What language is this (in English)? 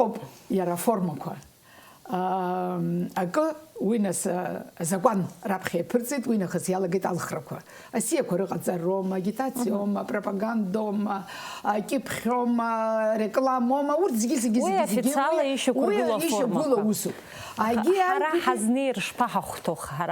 Abkhazian